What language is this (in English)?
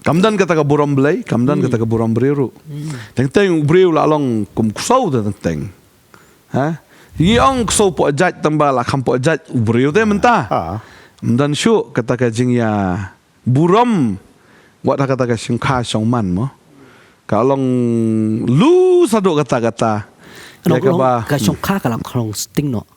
Khasi